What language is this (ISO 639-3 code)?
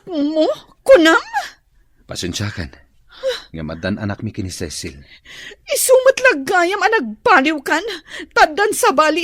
ilo